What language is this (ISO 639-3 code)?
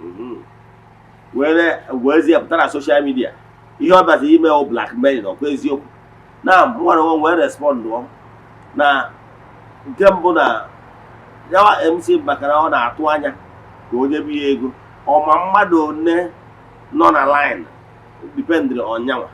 ibo